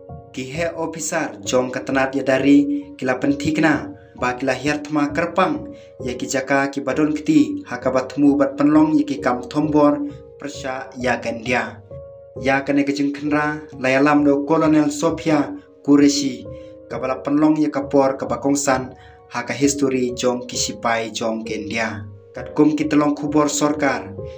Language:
Khasi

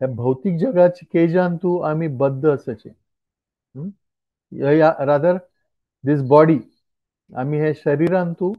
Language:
Konkani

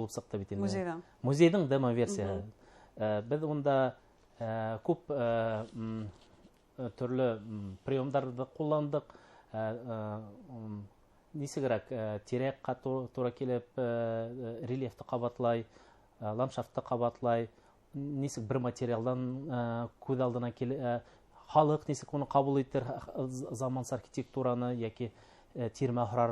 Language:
Bashkir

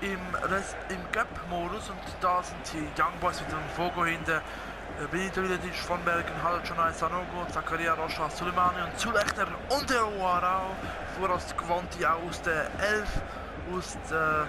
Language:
Swiss German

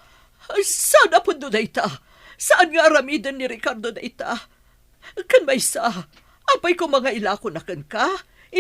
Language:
Iloko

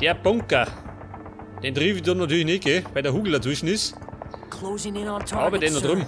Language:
Bavarian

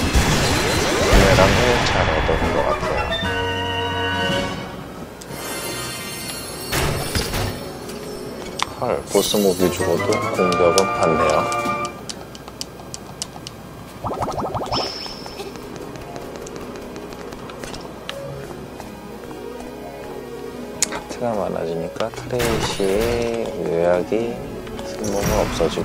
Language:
Korean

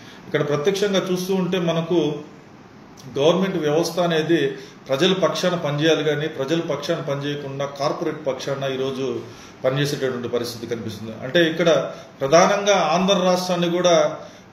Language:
Telugu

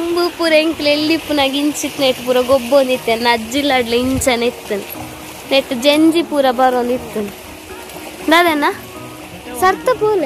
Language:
Tulu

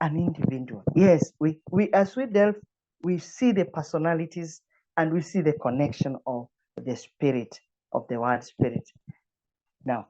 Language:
English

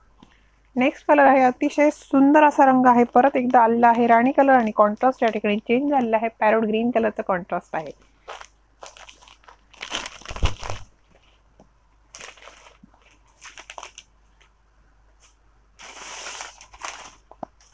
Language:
Marathi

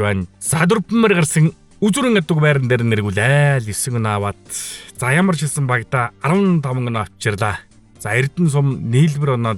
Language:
Mongolian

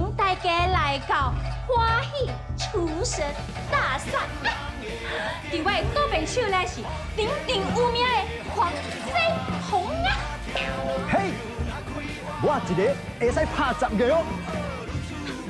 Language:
Min Nan Chinese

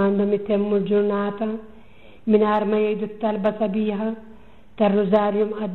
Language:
Maltese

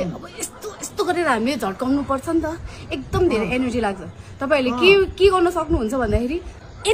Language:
Nepali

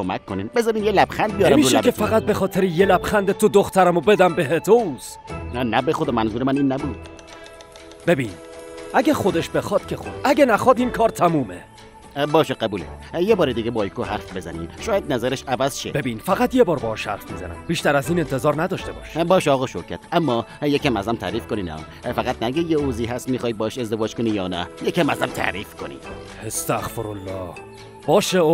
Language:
Persian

